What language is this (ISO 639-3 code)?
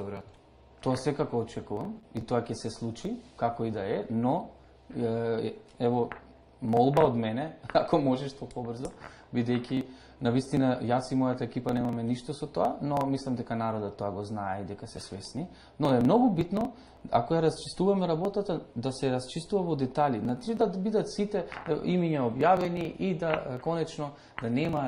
mkd